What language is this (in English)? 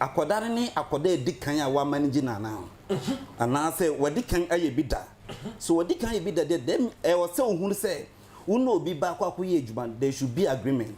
Akan